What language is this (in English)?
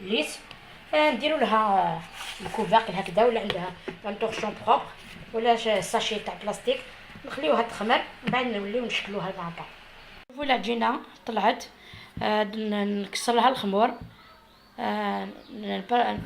Algerian Arabic